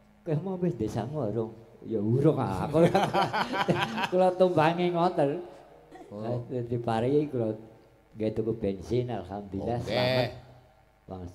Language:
Javanese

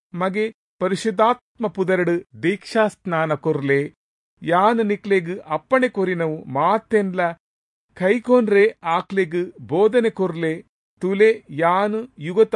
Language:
Tulu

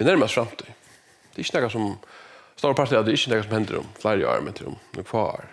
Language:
Faroese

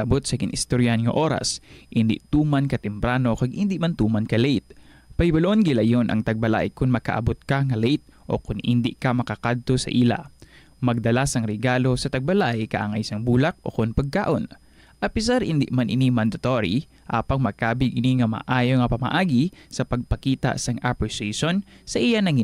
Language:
Hiligaynon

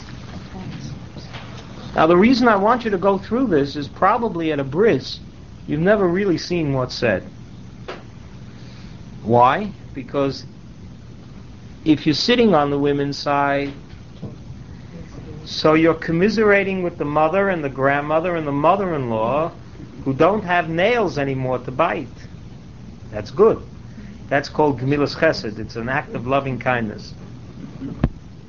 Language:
English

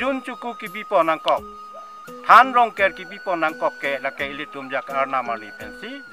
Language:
Karbi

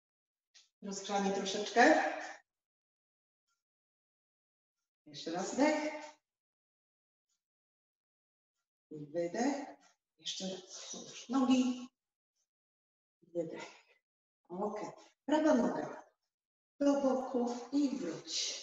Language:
Polish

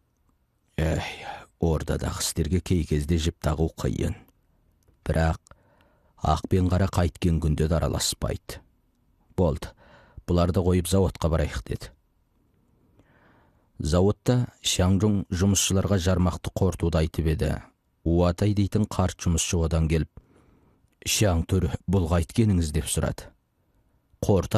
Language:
Kazakh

